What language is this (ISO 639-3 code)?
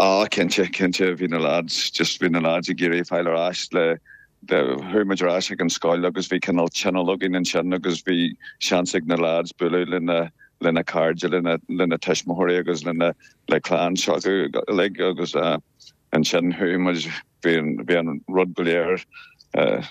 gle